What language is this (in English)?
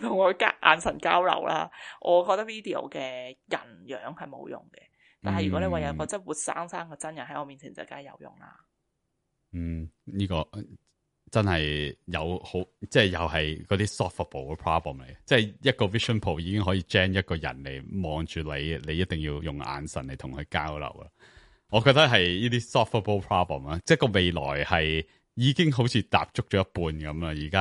Cantonese